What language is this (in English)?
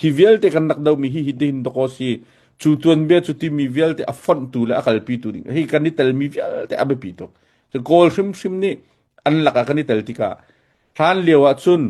Hakha Chin